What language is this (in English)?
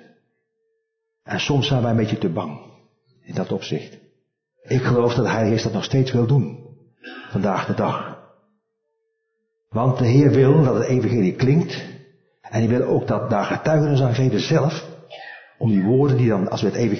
Dutch